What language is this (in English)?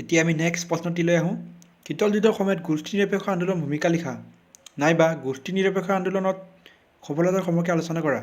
Assamese